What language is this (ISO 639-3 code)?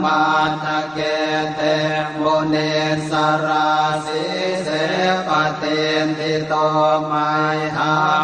pli